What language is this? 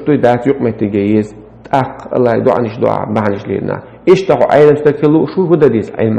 Chechen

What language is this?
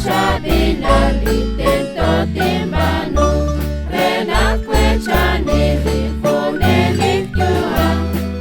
Kekchí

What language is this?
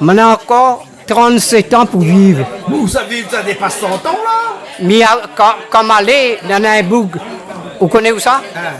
Réunion Creole French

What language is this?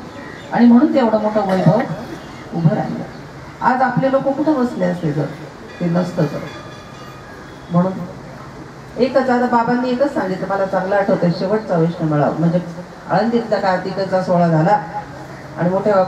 Marathi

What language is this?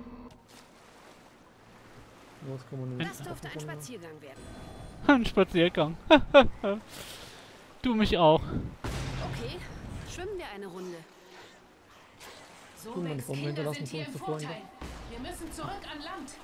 German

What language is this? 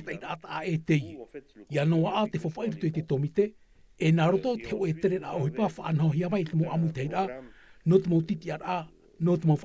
Tahitian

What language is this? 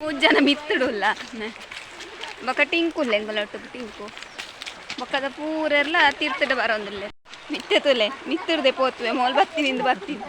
Tulu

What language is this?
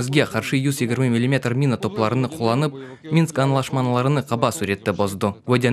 Crimean Tatar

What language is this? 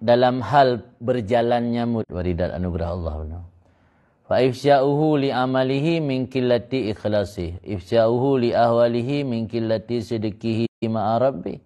Achinese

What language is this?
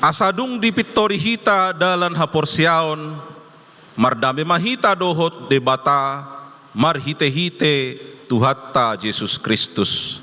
Batak Toba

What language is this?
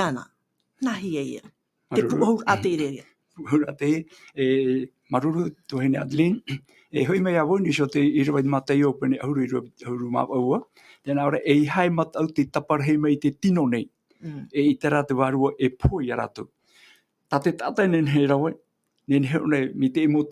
Tahitian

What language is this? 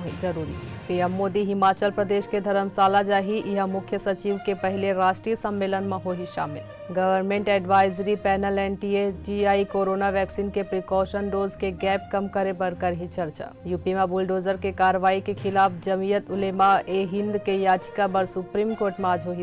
Chhattisgarhi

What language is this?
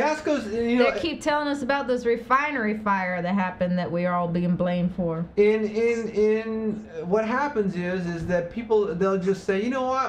English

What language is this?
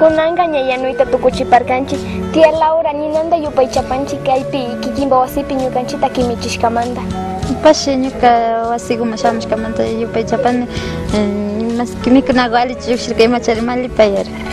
Imbabura Highland Quichua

